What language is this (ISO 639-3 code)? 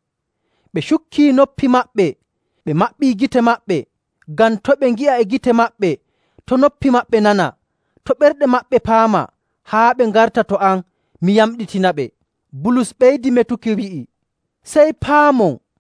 fuv